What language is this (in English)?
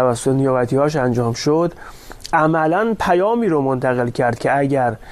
Persian